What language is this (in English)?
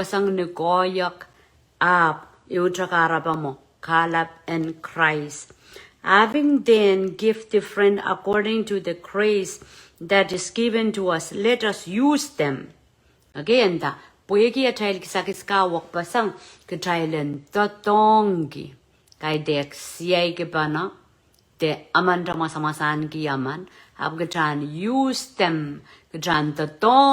Pohnpeian